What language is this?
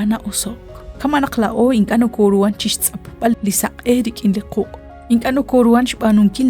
Kekchí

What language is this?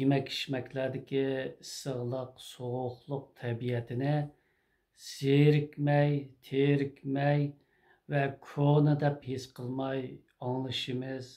Uyghur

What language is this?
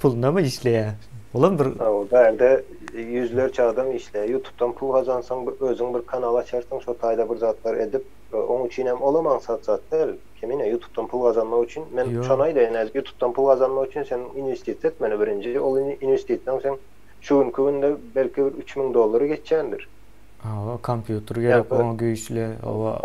Turkmen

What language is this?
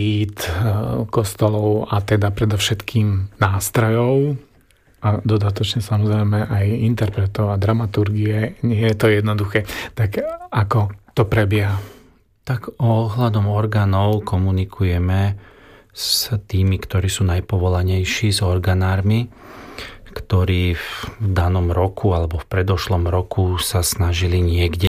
Slovak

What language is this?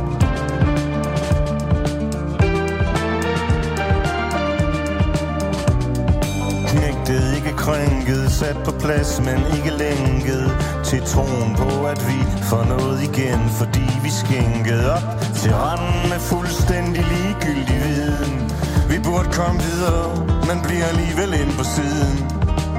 Danish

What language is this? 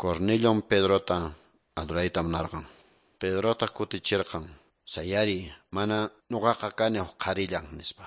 Quechua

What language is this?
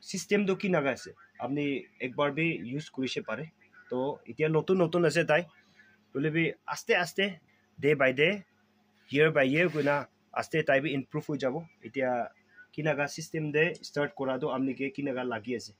Naga Pidgin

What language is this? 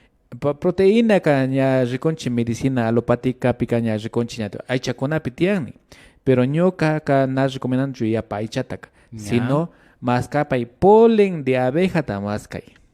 Imbabura Highland Quichua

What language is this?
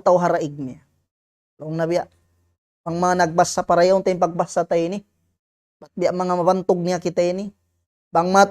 Tausug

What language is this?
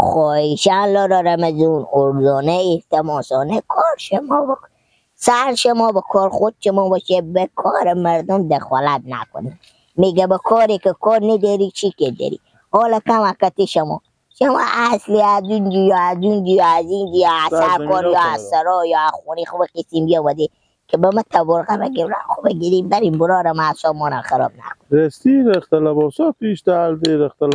Persian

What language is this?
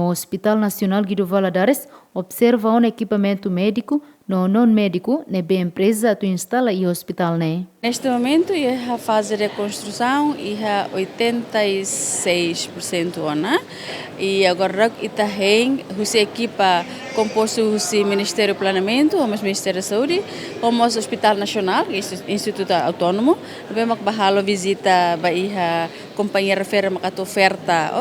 Tetum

